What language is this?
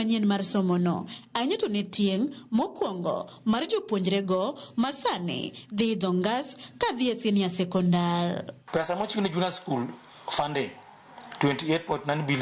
Luo (Kenya and Tanzania)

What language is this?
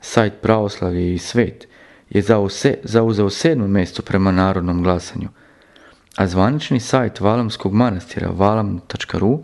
Serbian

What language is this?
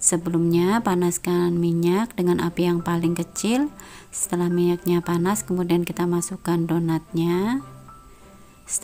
Indonesian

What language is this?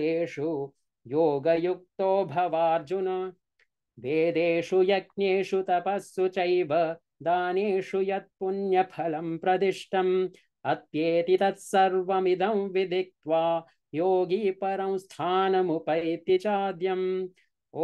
Sanskrit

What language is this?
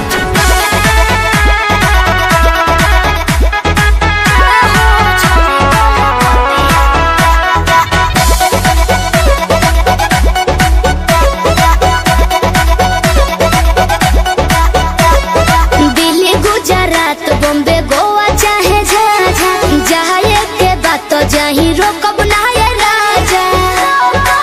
Bhojpuri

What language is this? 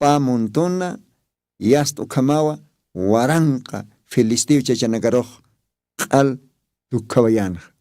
Aymara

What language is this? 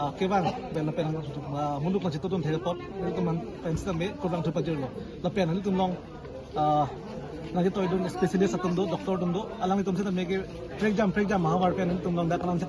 Karbi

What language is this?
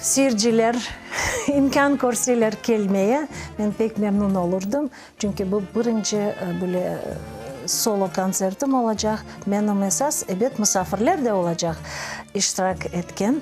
Crimean Tatar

